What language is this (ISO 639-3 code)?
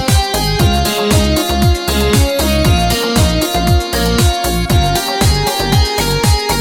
kaz